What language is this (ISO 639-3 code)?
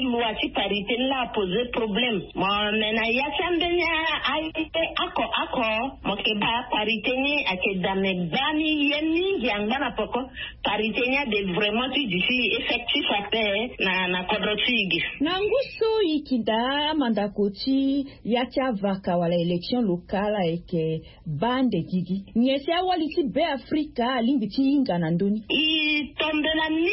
sag